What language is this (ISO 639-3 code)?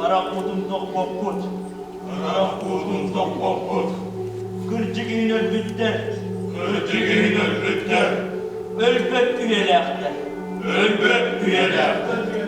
sah